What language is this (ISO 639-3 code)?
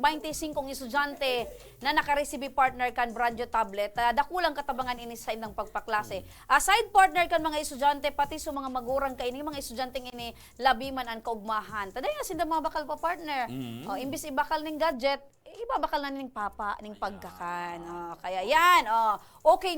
bik